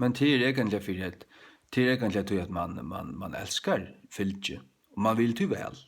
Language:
Faroese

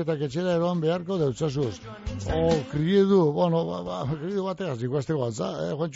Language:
Basque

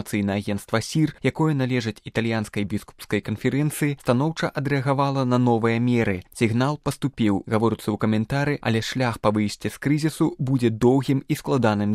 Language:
Belarusian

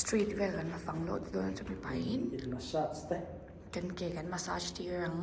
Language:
Mizo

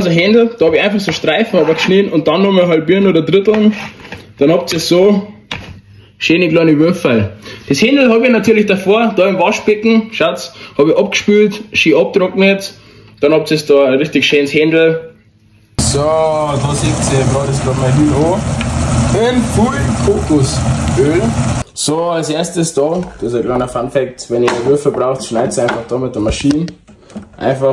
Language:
Bavarian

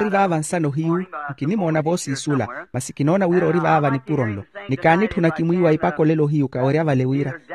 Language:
Makhuwa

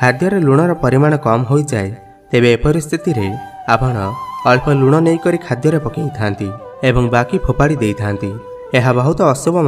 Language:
Odia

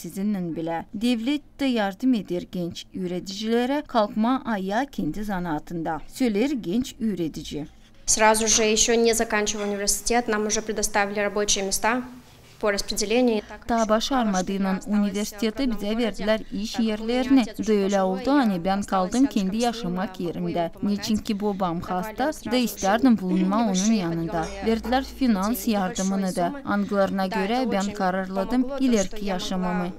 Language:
Gagauz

